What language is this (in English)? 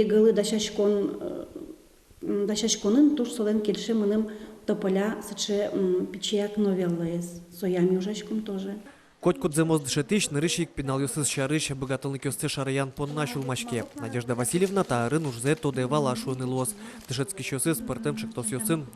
Udmurt